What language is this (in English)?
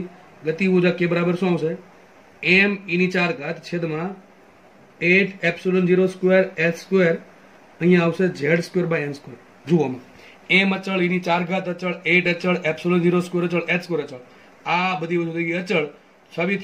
Gujarati